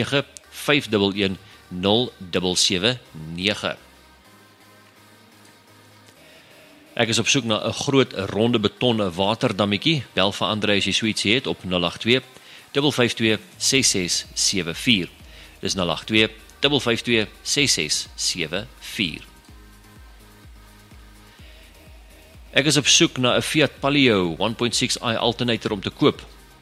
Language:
Afrikaans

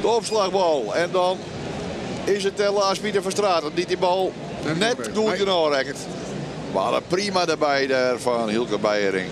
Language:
Western Frisian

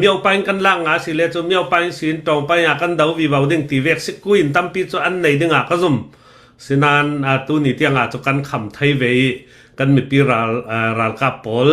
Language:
Hakha Chin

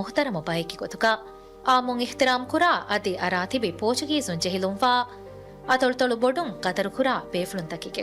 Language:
Divehi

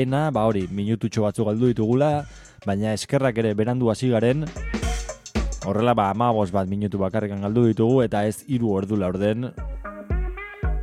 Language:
Basque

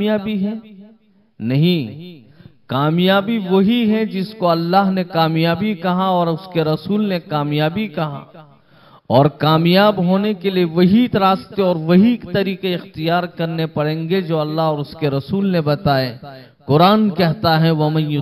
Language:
Hindi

